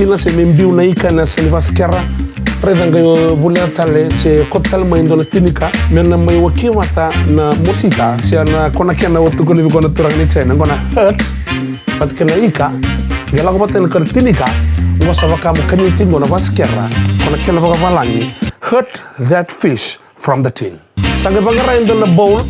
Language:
Fijian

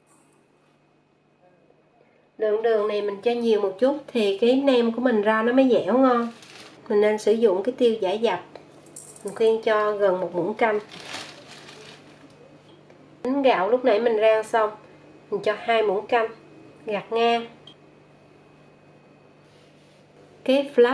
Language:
Vietnamese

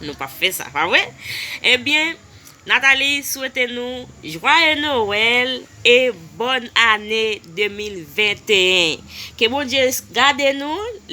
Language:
Haitian Creole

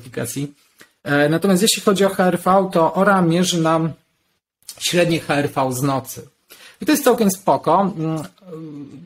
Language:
Polish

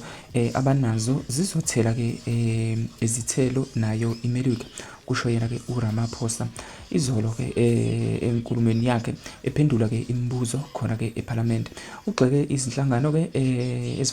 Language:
Zulu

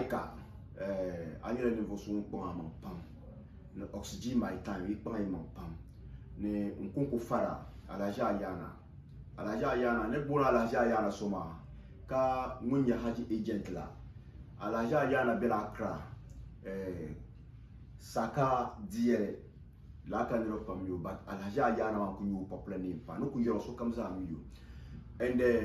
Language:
Dagbani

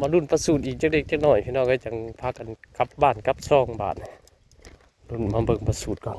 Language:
Northeastern Thai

